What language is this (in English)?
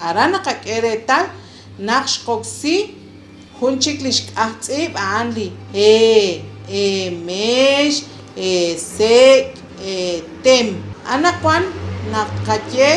Kekchí